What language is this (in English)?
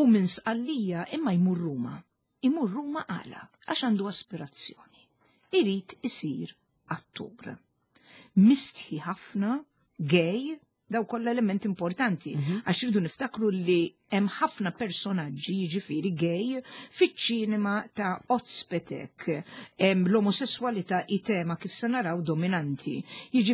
Maltese